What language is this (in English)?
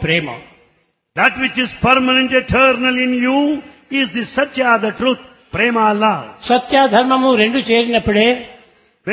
Telugu